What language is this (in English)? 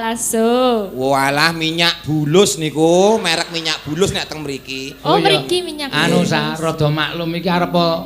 Javanese